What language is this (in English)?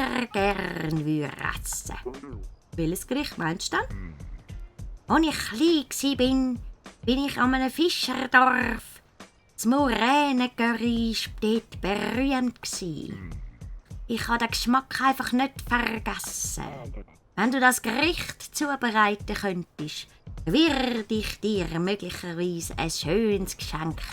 Swiss German